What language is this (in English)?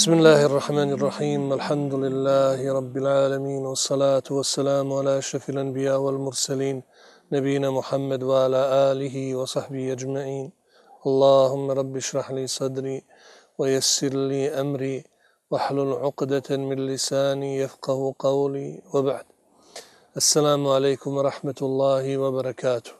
Bosnian